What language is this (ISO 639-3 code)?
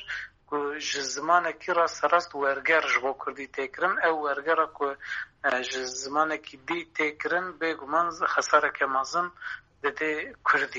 kur